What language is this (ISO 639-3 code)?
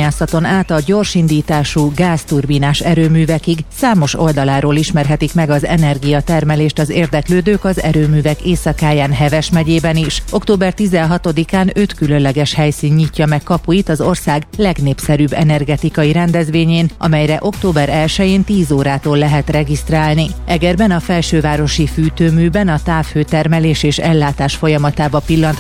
hun